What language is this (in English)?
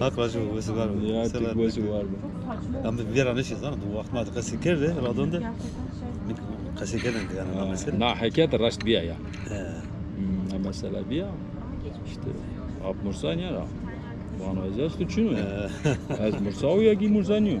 Zaza